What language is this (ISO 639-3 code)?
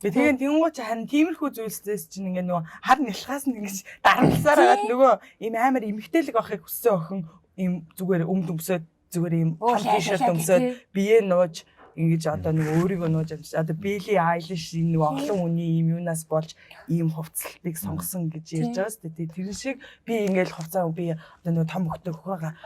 mon